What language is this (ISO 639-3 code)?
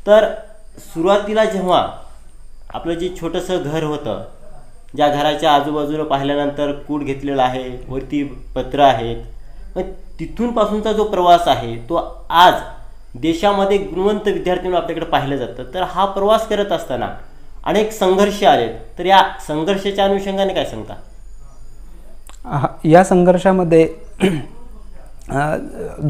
mar